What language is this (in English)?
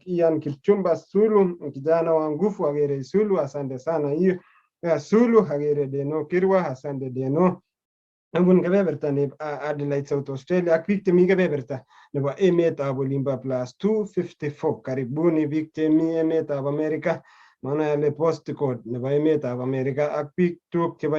Kalenjin